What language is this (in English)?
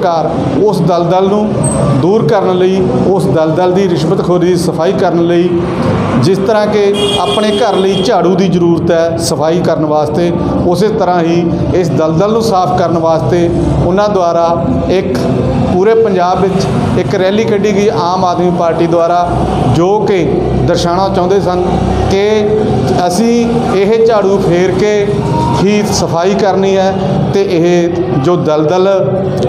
Punjabi